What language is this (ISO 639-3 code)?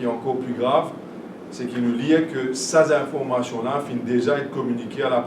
mfe